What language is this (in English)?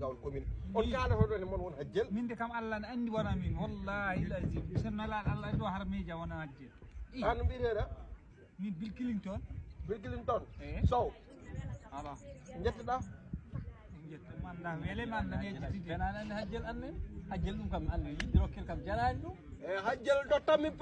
Fula